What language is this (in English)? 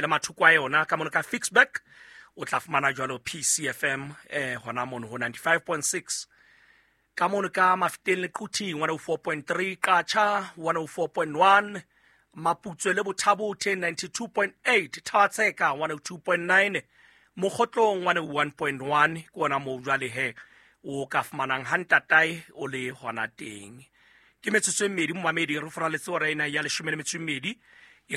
Southern Sotho